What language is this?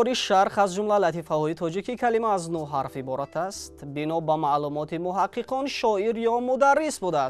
Tajik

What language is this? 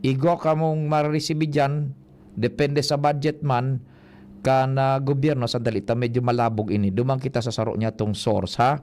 Bikol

